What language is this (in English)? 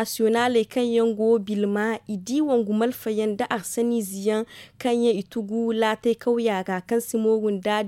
Zarma